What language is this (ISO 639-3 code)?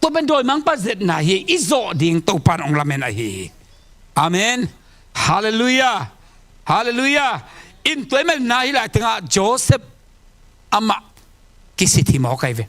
ctd